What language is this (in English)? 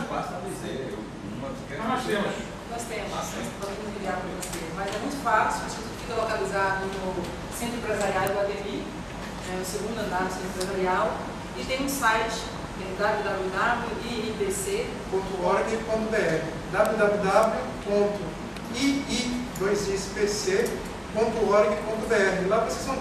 Portuguese